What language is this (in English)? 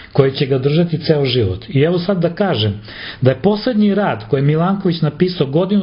Serbian